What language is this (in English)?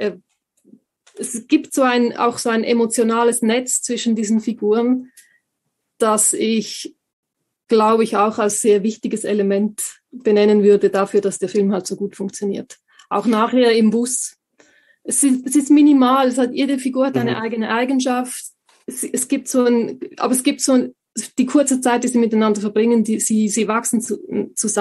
German